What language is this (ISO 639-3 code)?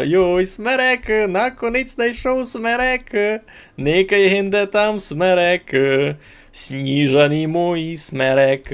rue